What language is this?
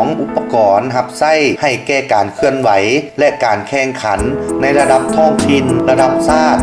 Lao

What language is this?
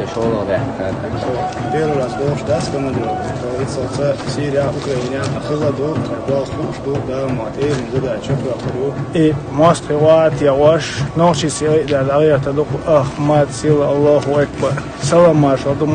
Chechen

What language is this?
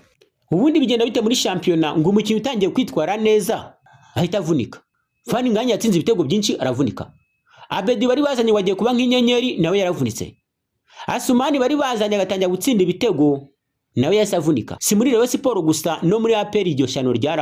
Kinyarwanda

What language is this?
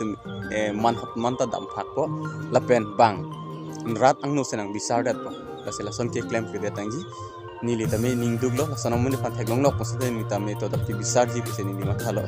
Karbi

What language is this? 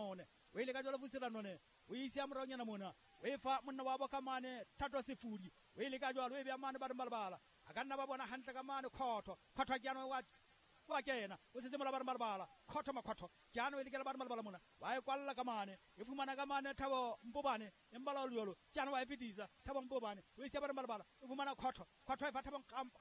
Southern Sotho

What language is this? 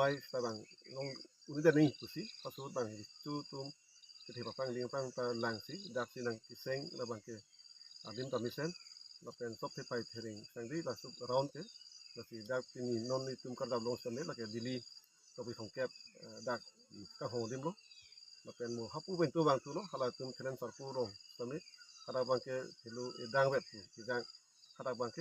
Karbi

